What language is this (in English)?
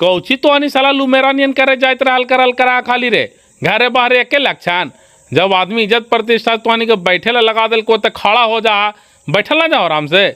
Magahi